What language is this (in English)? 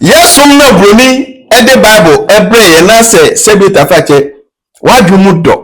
Akan